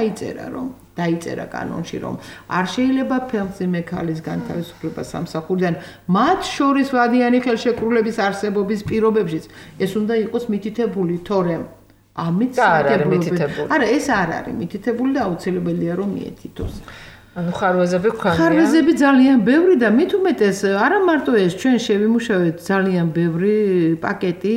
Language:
Georgian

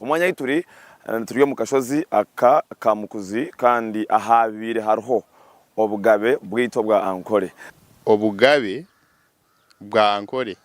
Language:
Nyankole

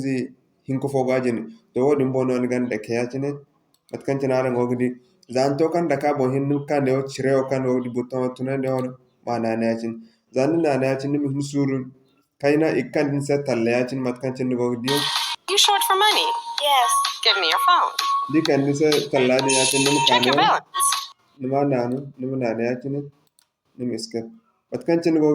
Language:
Zarma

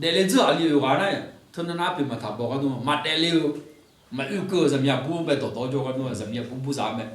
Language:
Akha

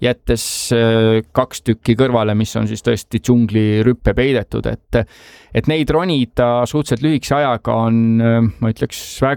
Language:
Estonian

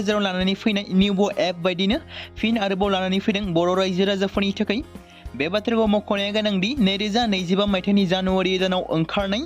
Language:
Bodo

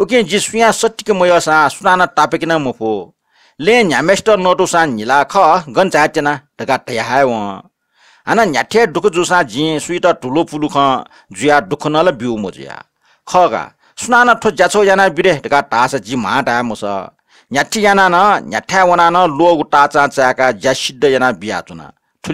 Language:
Newari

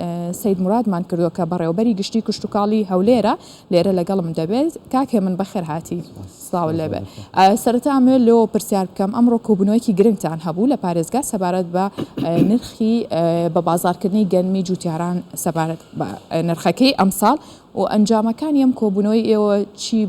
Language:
Central Kurdish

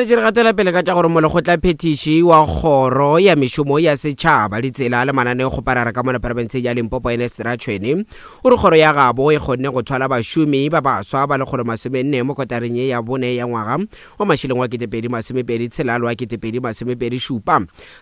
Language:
Northern Sotho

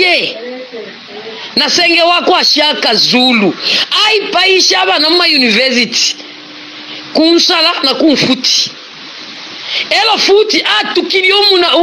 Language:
Bemba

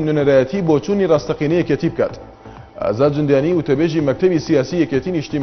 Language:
Central Kurdish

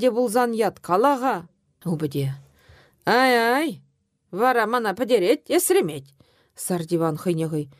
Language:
Chuvash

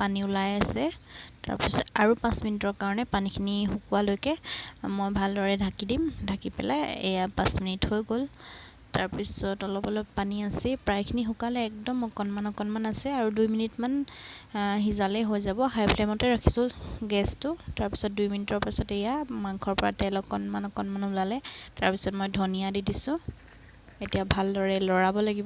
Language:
Assamese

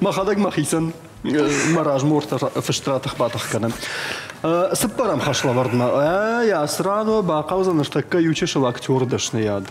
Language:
Ossetic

